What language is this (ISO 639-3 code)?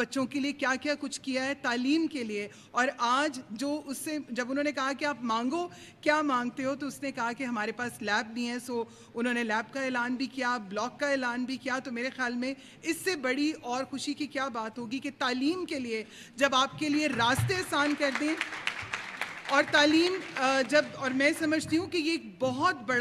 urd